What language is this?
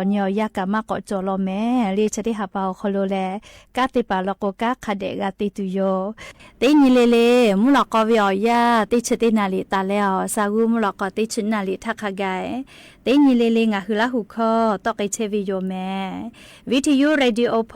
Lahu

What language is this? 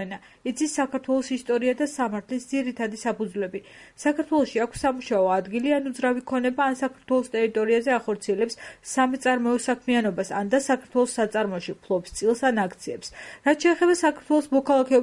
Georgian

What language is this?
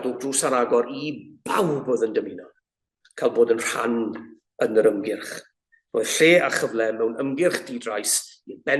Welsh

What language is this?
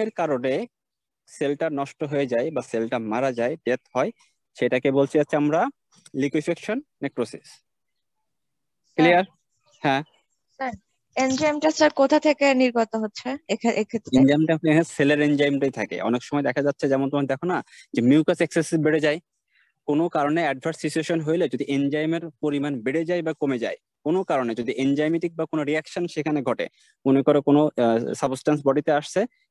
Bangla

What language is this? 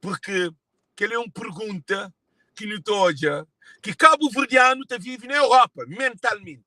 Kabuverdianu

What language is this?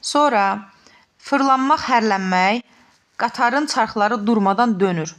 Azerbaijani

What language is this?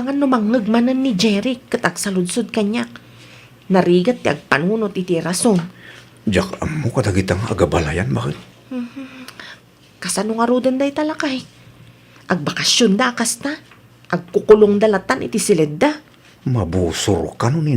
Iloko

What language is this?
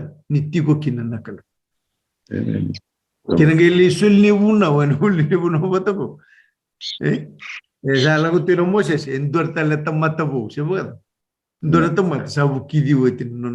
Fijian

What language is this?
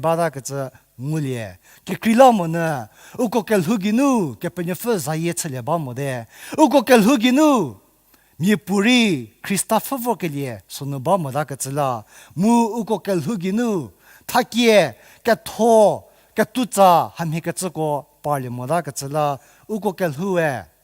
Angami Naga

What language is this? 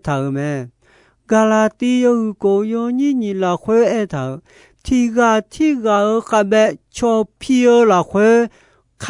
Akha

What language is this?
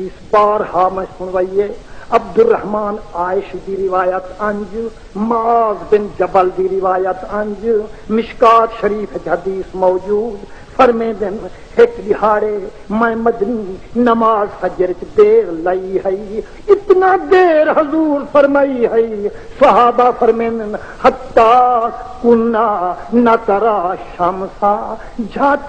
Saraiki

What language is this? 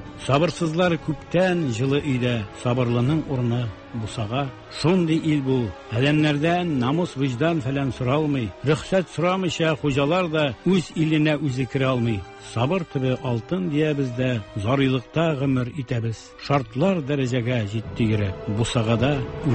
Tatar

